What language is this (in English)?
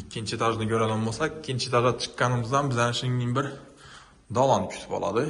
Uzbek